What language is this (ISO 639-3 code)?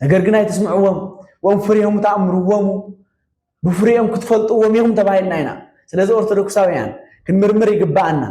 tir